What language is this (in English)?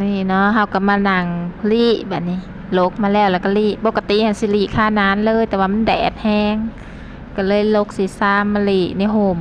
Northeastern Thai